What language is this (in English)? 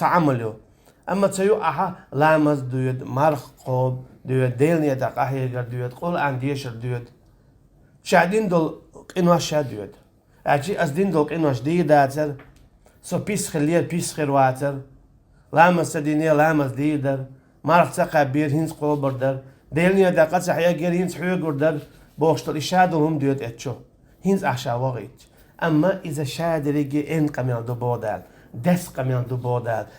Chechen